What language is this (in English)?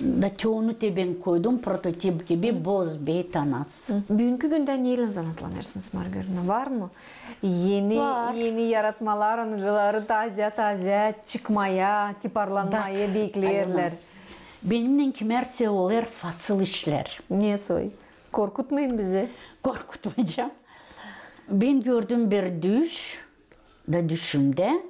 Gagauz